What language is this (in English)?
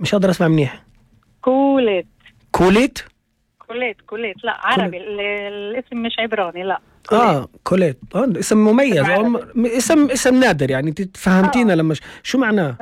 North Levantine Arabic